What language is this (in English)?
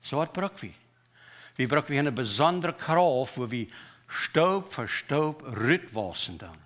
Plautdietsch